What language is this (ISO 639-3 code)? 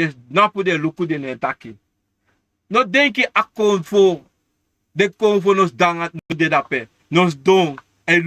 srn